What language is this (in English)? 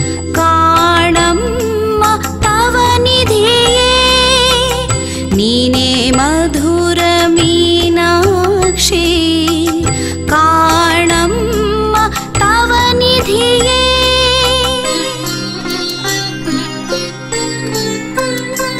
Kannada